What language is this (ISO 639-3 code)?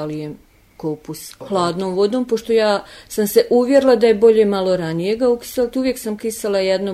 hrv